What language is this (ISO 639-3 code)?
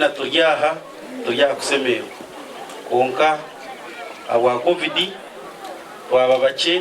nyn